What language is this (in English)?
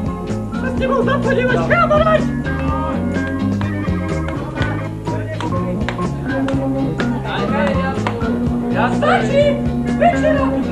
Slovak